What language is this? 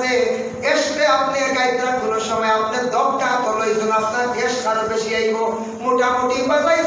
Sylheti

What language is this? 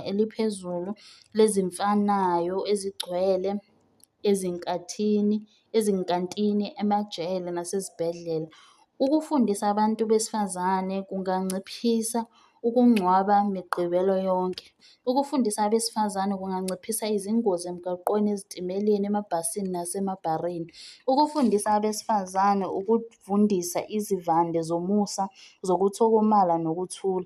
Zulu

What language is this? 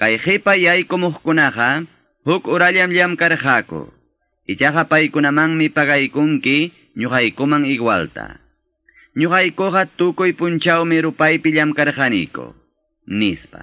Quechua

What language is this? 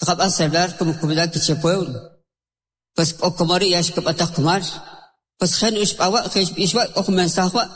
Kʼicheʼ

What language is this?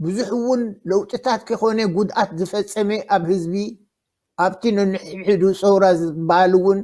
Tigrinya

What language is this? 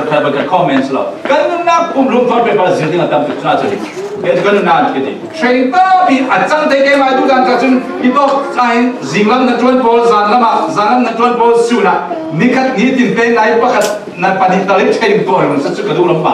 Falam Chin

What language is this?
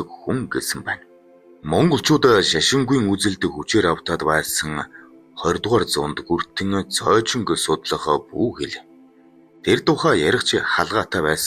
Mongolian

